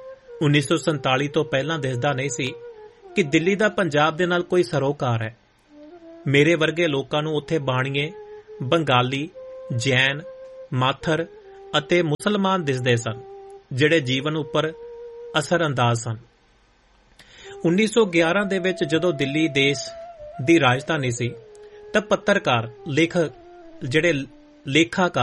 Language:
Punjabi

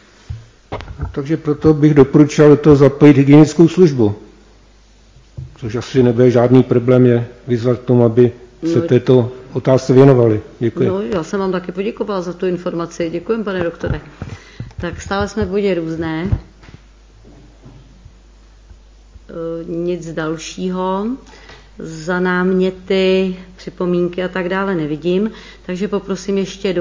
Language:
Czech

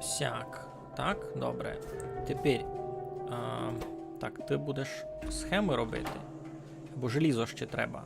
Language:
Rusyn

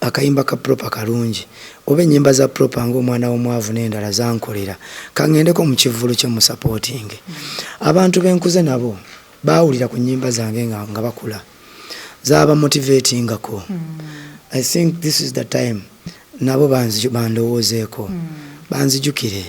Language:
Ganda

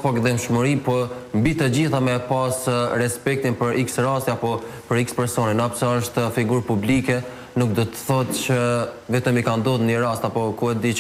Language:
Albanian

